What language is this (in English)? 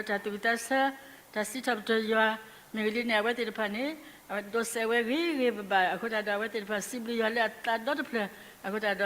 S'gaw Karen